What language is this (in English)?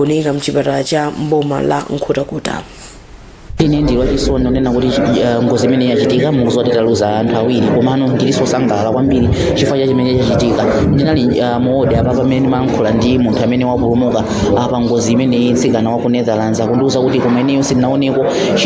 Nyanja